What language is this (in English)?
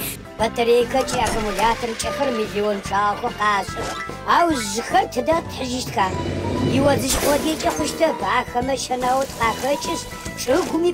Adyghe